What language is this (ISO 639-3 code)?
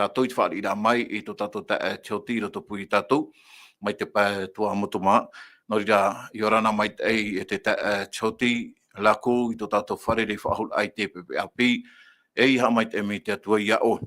tah